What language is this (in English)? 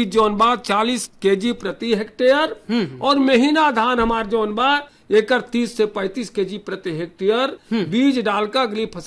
Bhojpuri